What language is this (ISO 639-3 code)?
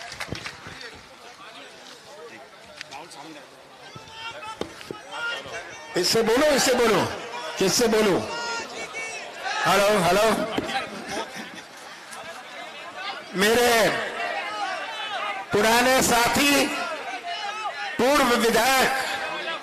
hin